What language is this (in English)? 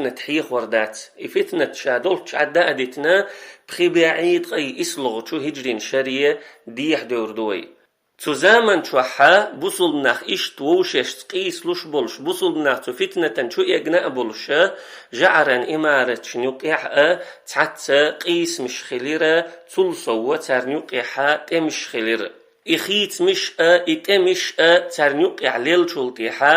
Chechen